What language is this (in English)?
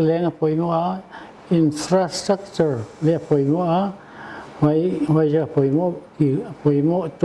Paite Chin